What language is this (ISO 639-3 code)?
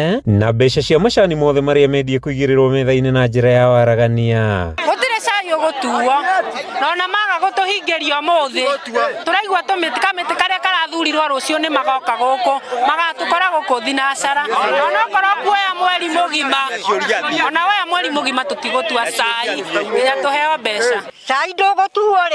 kik